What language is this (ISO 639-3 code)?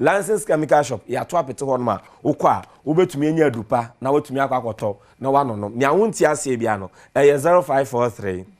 aka